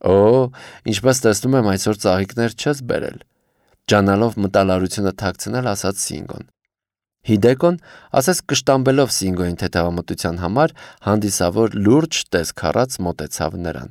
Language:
Armenian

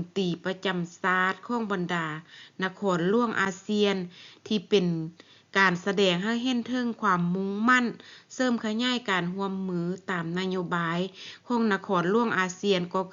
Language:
Lao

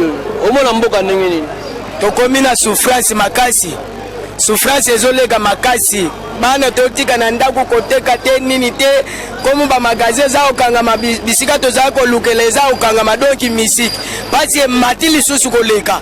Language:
Lingala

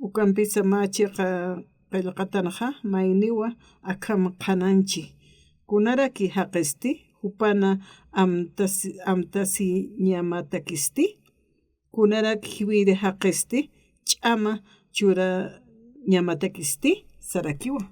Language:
Aymara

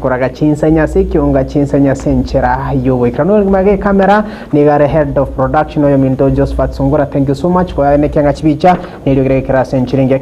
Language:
Gusii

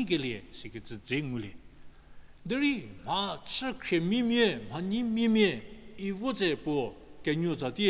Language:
Angami Naga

